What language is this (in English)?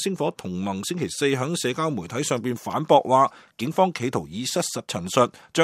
Cantonese